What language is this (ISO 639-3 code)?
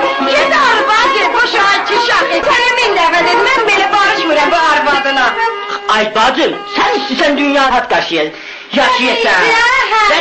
azb